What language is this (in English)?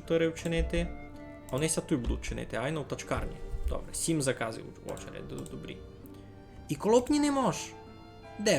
Rusyn